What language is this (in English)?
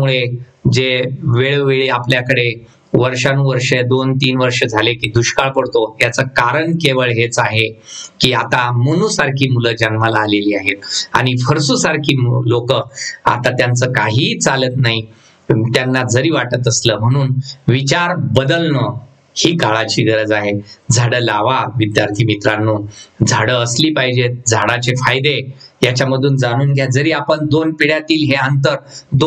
Marathi